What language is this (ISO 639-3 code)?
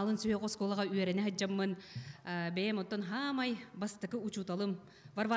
sah